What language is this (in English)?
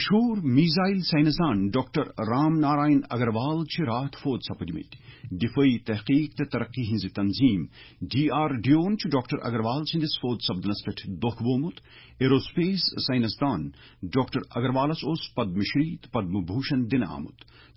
Kashmiri